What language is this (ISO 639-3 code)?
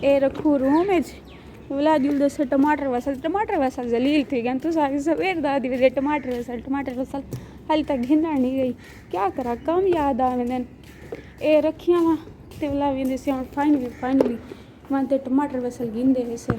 skr